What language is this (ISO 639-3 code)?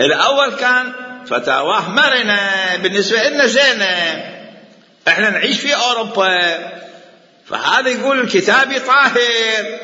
acm